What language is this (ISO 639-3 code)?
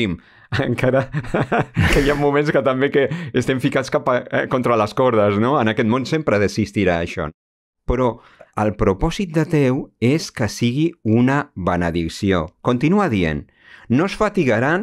cat